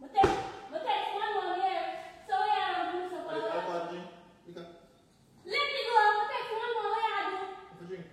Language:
Jamaican Creole English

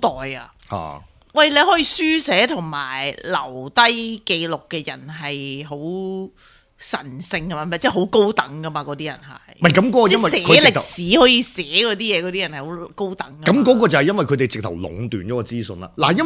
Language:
Cantonese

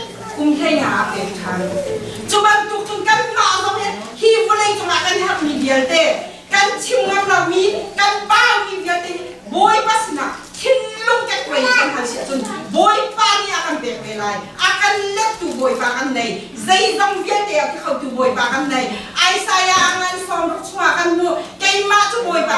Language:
Hakha Chin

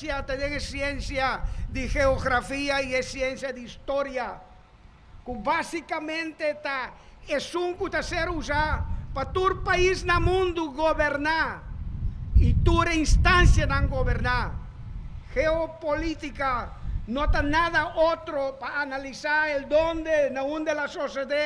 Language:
Papiamento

